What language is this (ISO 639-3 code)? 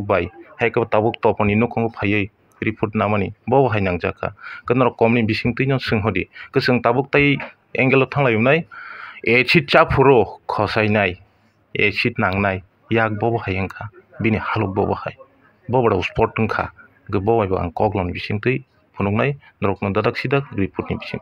trp